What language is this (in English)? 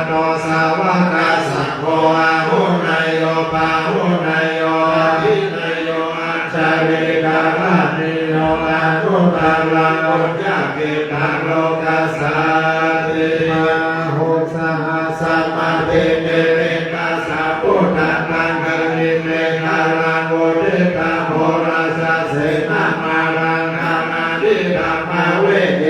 Pali